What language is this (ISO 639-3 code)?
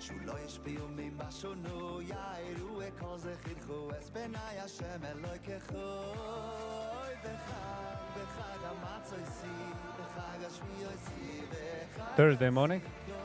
yid